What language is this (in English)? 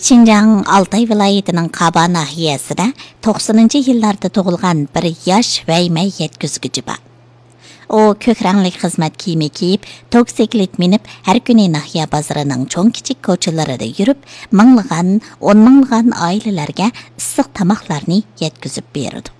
Uyghur